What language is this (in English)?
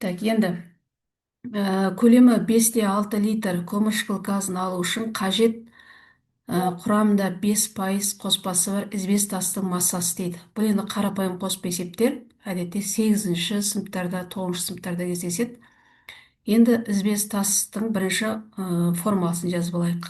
Kazakh